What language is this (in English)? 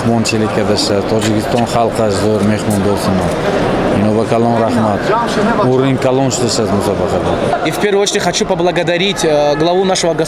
Tajik